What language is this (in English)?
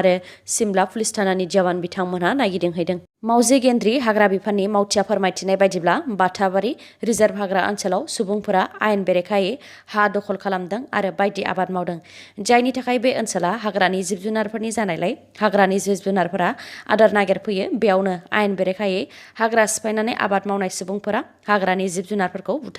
Bodo